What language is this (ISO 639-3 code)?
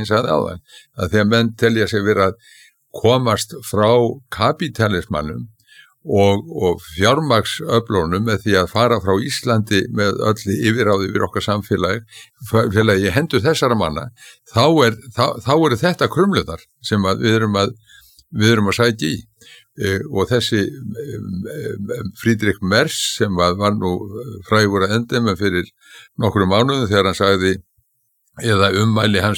isl